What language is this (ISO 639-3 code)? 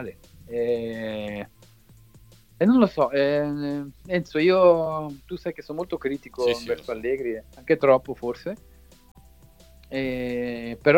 ita